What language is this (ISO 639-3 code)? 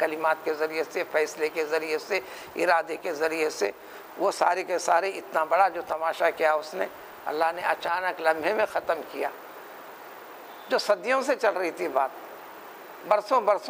urd